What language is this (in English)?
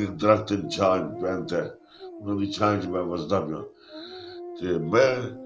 Western Panjabi